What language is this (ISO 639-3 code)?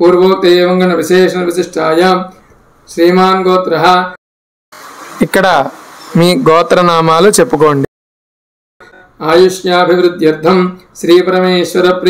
tel